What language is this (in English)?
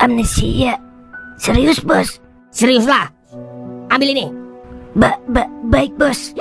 Betawi